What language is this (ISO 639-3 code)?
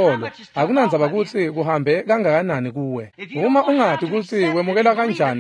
ssw